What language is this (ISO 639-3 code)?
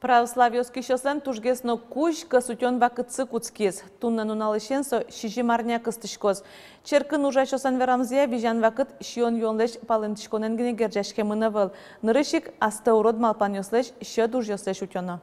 udm